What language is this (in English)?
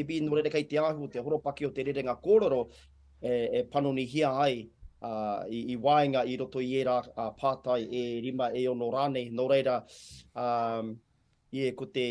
Māori